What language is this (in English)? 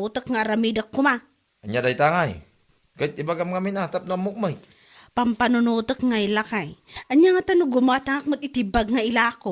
Iloko